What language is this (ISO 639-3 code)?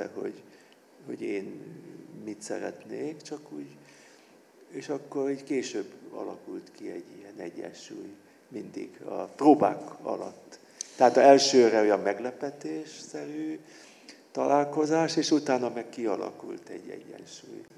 hun